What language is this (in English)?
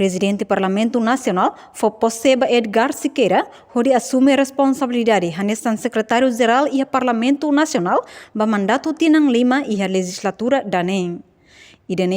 Tetum